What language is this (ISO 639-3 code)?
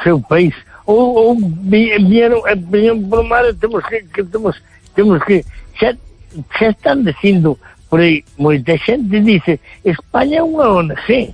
glg